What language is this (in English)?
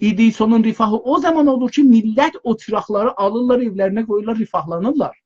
South Azerbaijani